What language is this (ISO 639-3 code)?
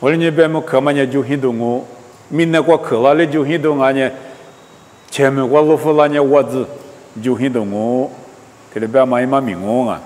lis